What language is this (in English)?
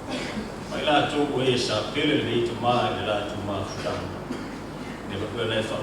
Samoan